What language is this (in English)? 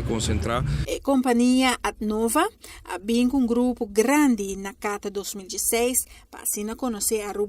Papiamento